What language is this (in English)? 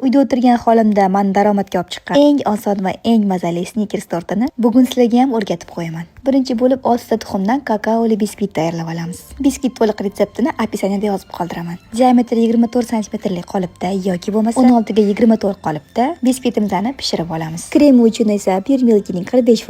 Uzbek